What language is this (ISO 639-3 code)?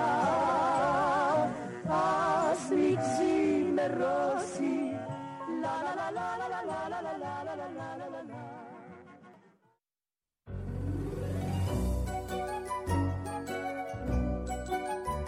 ell